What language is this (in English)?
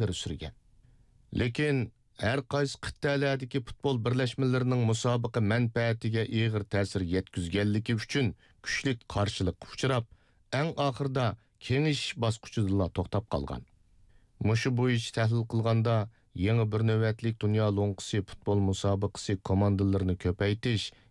Uyghur